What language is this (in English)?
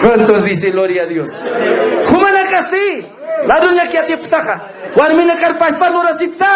Aymara